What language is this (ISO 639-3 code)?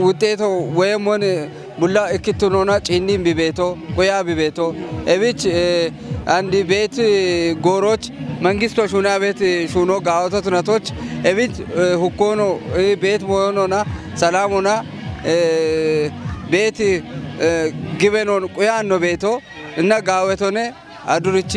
kbr